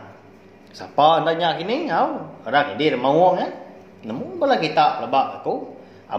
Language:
Iban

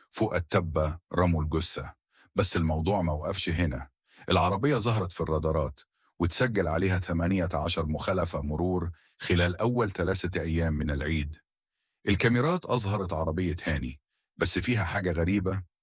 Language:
Egyptian Arabic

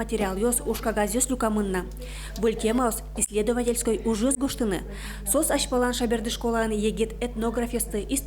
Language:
Udmurt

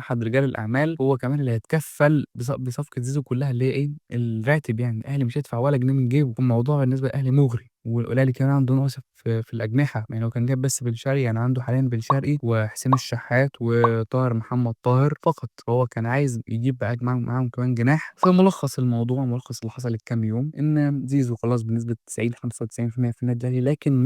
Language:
Egyptian Arabic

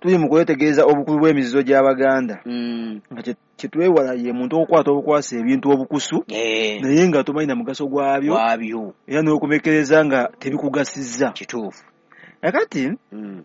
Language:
Ganda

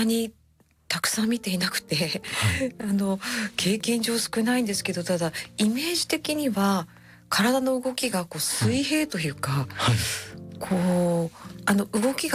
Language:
Japanese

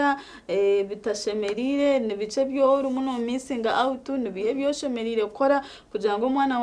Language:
Nyankole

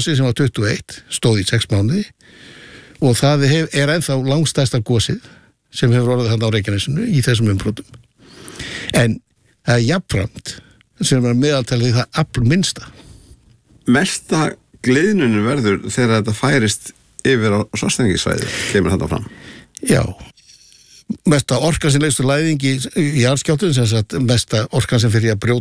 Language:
Icelandic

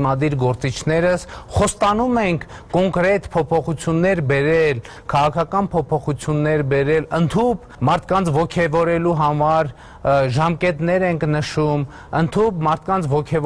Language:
Armenian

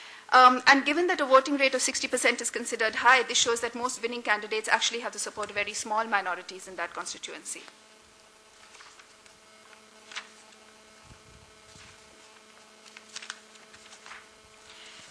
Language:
English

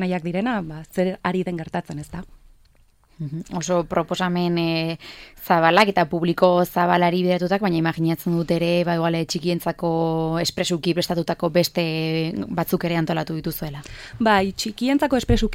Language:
Basque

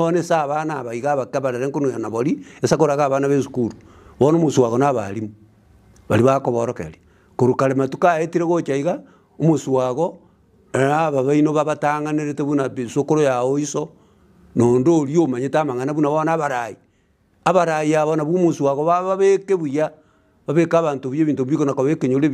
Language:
Gusii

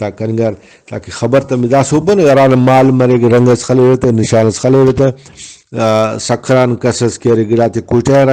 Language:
Brahui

